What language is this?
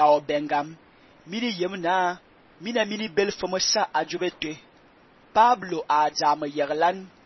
Fang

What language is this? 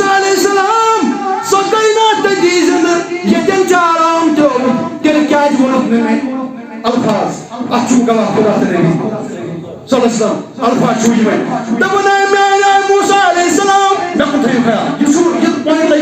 Kashmiri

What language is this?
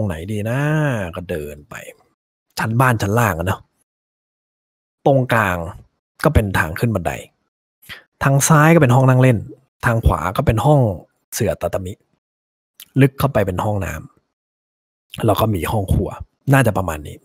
Thai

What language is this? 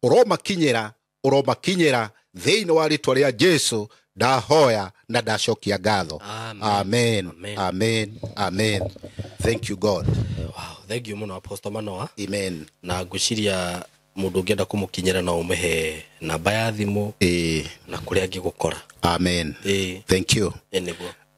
Kikuyu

